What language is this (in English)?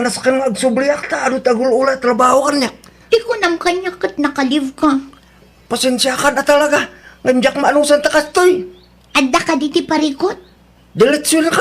Iloko